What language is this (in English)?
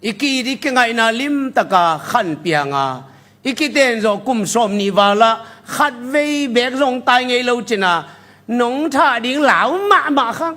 Tedim Chin